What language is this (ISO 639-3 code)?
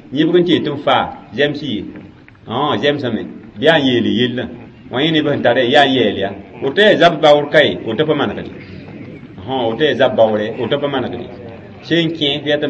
mos